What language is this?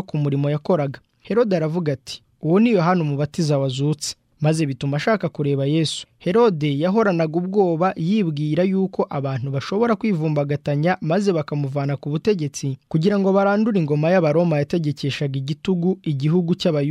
Kinyarwanda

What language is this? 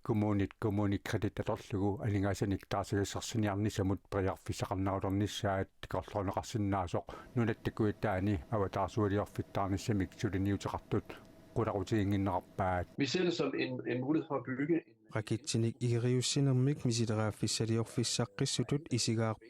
Kalaallisut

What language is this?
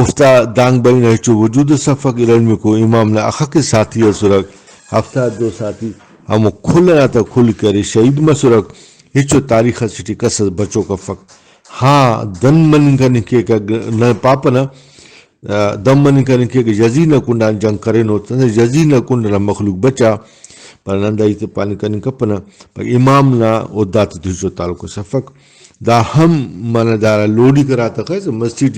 Brahui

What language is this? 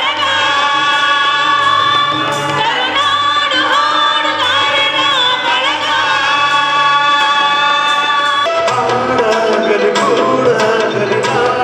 Kannada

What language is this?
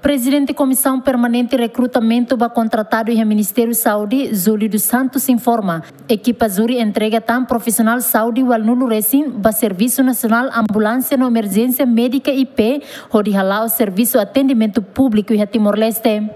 Tetum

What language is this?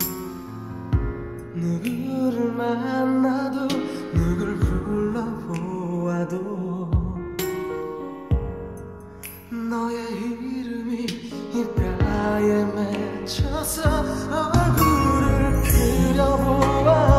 Korean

